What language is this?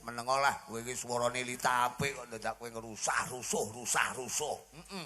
Javanese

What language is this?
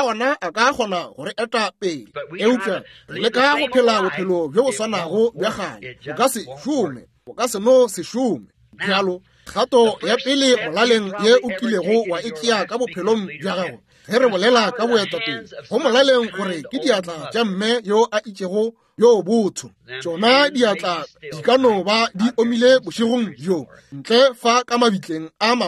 Northern Sotho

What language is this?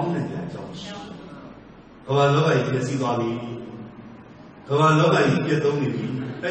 Burmese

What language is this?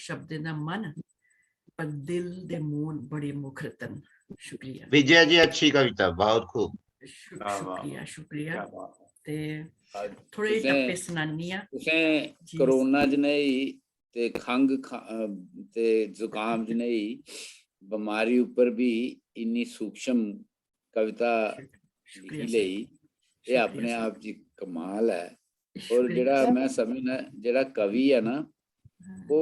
Dogri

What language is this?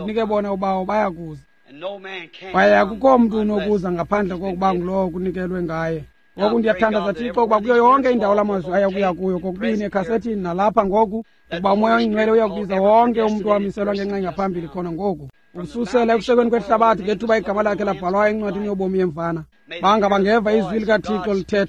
Xhosa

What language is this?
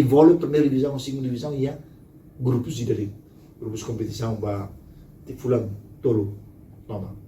Tetum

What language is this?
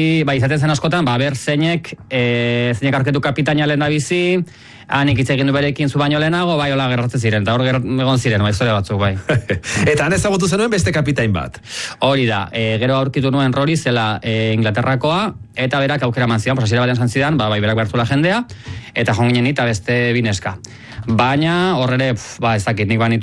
Basque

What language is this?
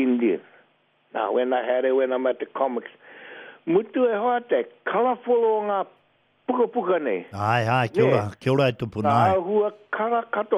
Māori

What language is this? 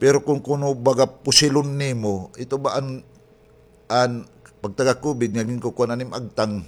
Waray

